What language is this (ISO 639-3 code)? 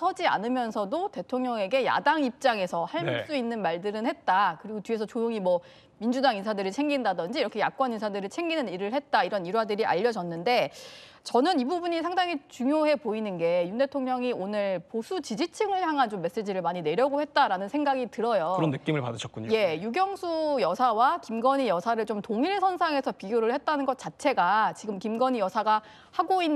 kor